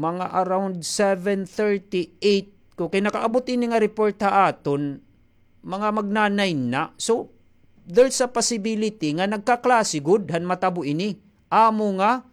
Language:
Waray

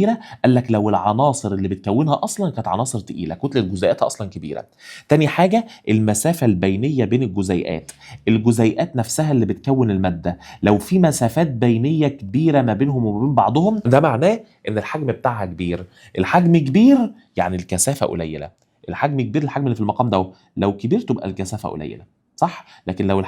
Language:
Egyptian Arabic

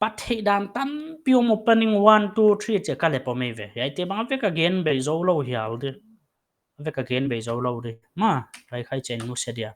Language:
Paite Chin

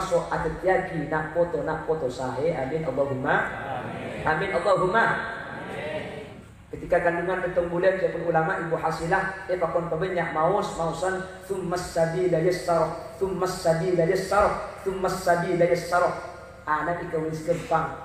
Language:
Madurese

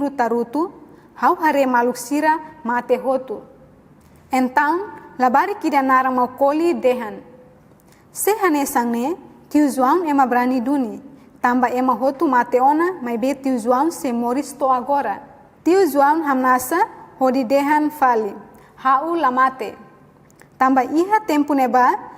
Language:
Tetum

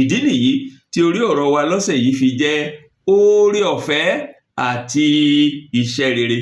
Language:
Yoruba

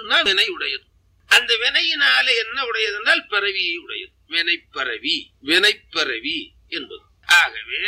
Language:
Tamil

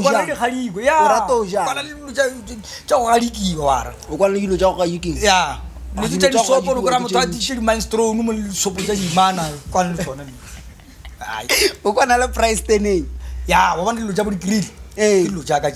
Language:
Northern Sotho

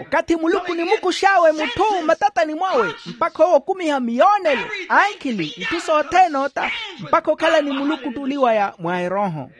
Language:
Makhuwa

